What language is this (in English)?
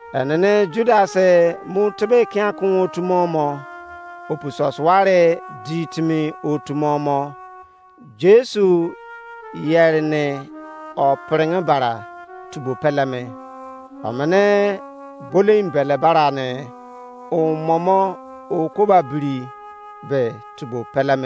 Izon